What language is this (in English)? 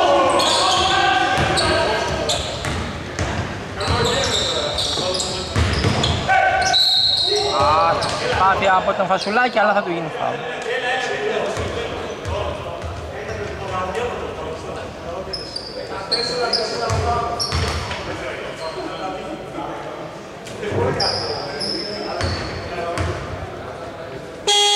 Greek